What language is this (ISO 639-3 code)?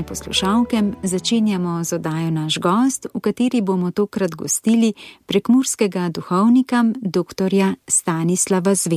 slv